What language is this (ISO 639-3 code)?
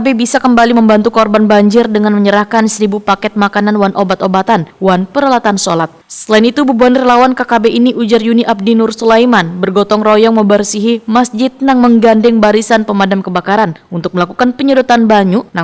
bjn